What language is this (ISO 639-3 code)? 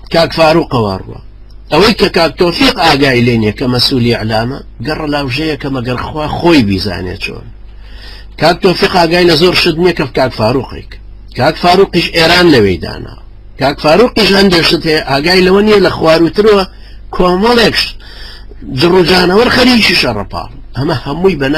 ckb